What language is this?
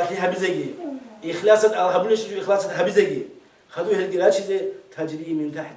Avaric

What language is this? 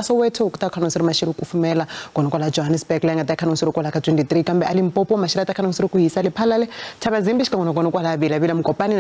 Tsonga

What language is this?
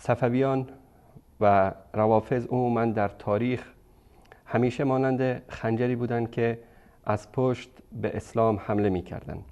Persian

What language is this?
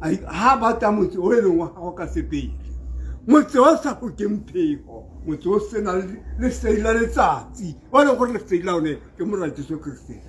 Tswana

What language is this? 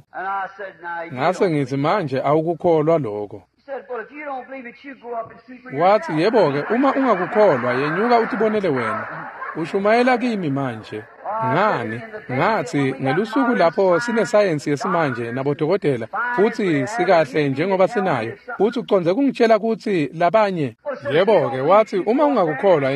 Swati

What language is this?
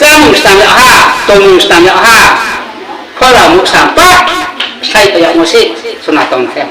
Riang (India)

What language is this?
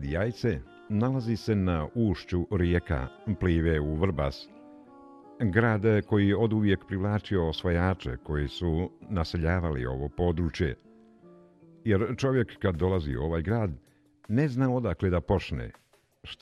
Bosnian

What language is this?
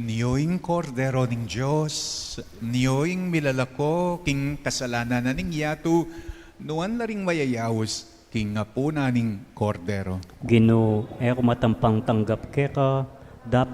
Pampanga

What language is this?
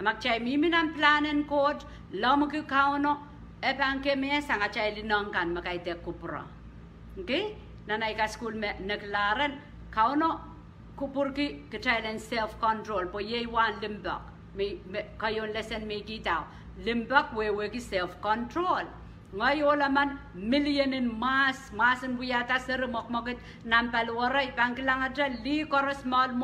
Pohnpeian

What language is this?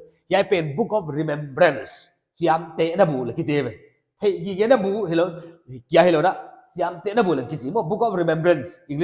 Paite Chin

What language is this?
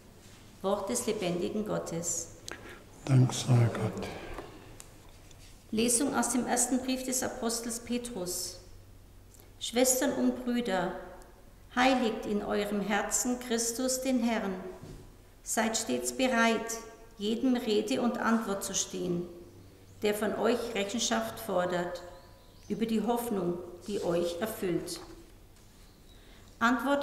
German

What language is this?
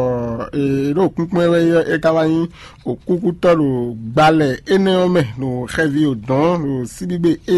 Fon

